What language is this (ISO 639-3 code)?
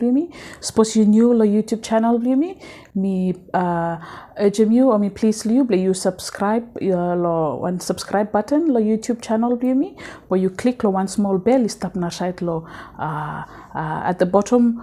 bis